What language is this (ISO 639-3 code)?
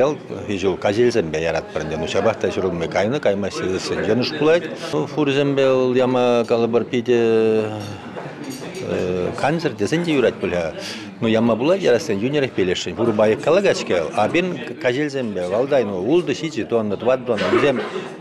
chv